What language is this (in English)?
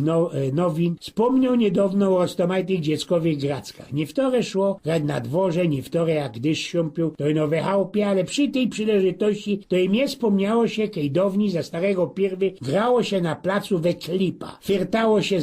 Silesian